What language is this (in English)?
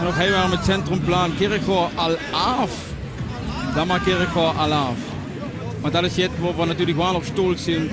Limburgish